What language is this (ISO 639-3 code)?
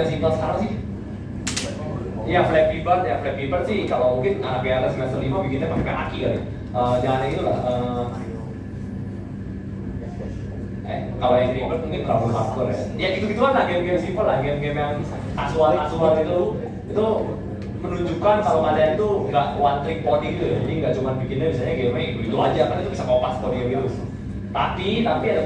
ind